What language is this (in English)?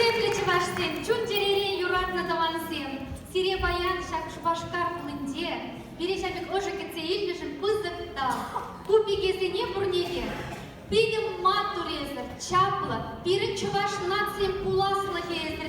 Chuvash